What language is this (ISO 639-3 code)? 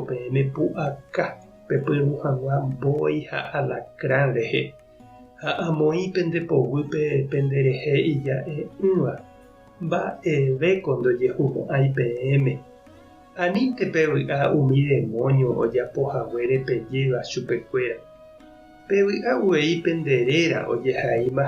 grn